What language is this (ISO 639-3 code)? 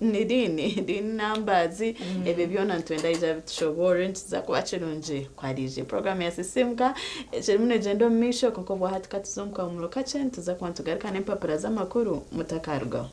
nyn